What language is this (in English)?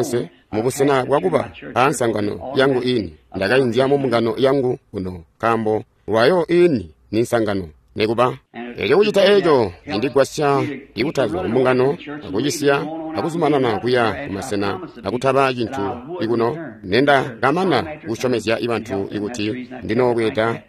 Tonga (Zambia)